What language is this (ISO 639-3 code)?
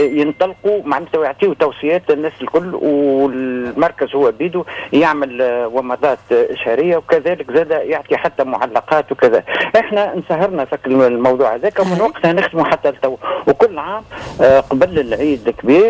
aeb